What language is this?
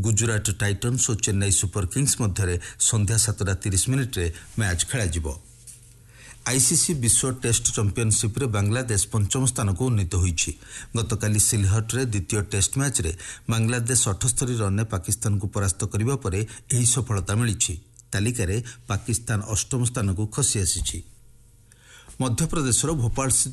Odia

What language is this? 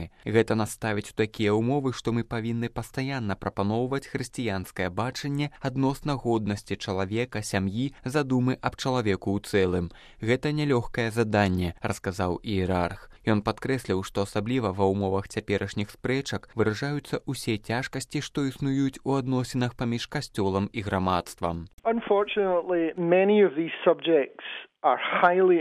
Belarusian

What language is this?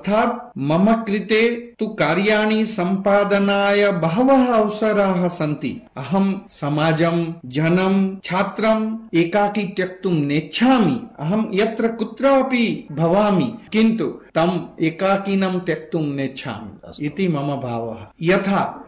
Sanskrit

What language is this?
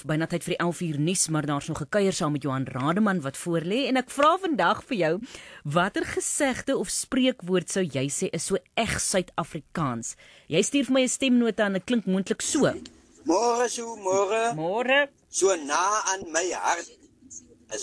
Afrikaans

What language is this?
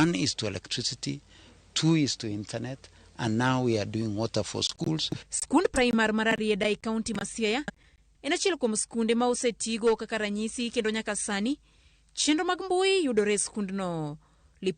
Luo (Kenya and Tanzania)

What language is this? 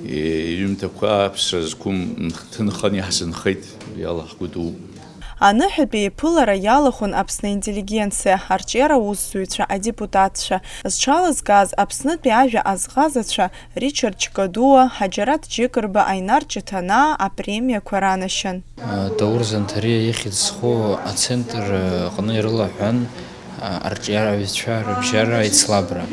Abkhazian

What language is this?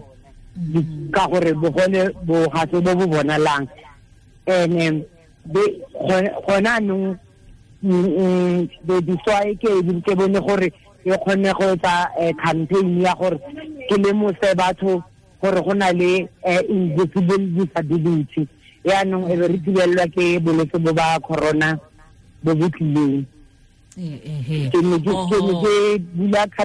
Tswana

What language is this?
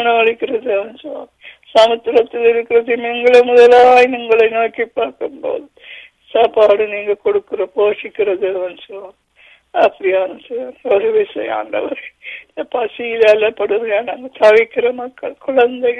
Tamil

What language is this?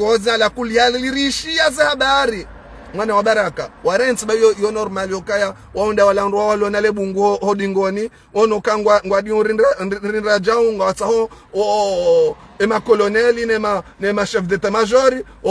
Ngazidja Comorian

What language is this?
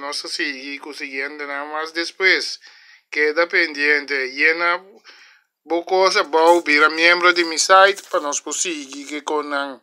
Papiamento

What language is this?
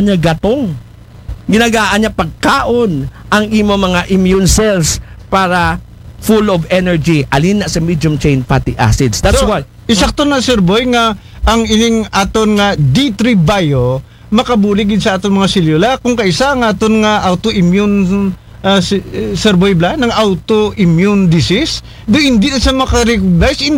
Aklanon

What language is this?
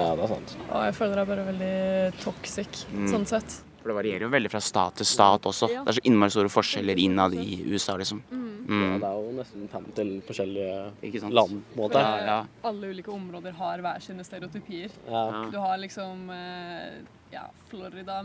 Norwegian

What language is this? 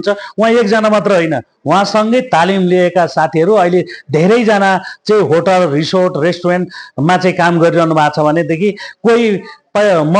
Nepali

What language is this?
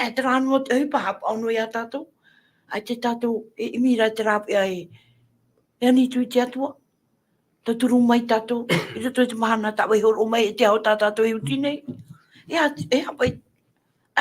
Tahitian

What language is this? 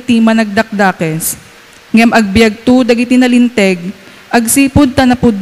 Iloko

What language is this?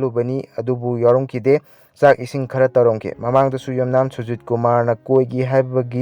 Manipuri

